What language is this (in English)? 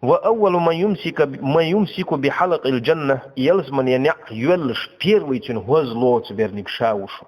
Chechen